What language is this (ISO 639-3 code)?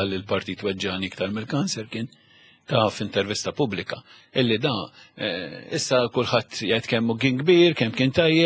mlt